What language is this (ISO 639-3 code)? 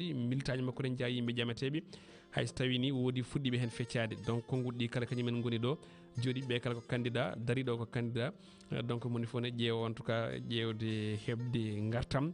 ful